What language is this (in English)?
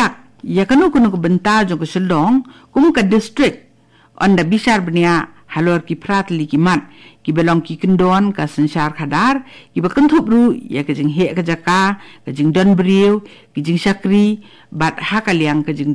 Khasi